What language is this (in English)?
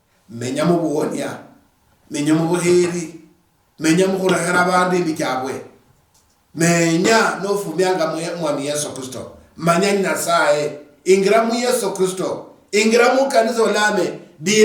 Luyia